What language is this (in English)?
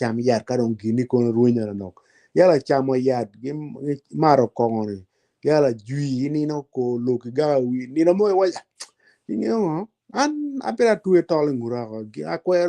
Acoli